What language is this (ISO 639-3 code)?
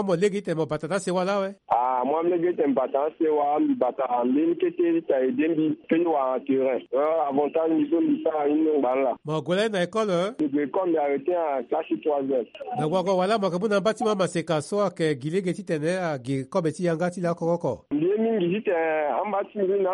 sag